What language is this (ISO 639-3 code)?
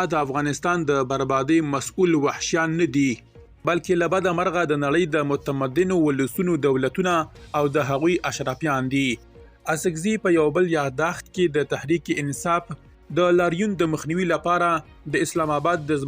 pus